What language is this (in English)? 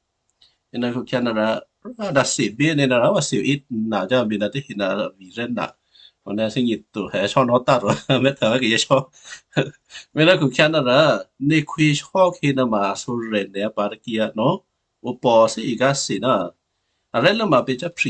Western Kayah